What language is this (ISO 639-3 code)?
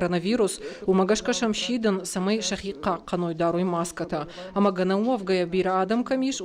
oss